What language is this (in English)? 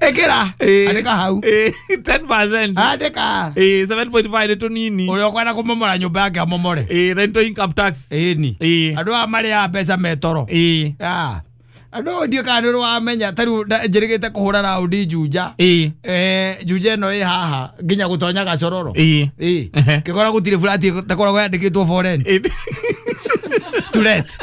Kikuyu